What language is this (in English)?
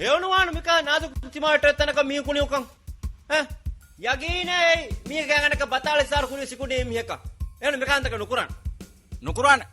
Divehi